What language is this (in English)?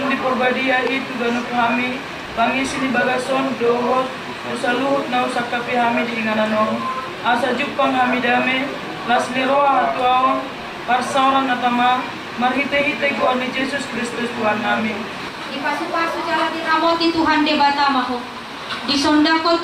Batak Toba